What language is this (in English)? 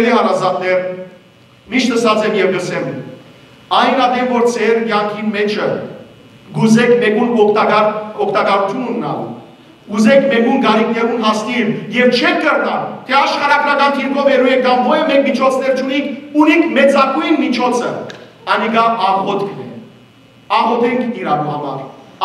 Western Armenian